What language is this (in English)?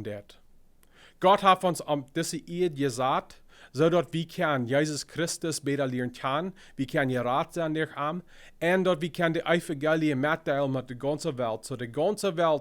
Plautdietsch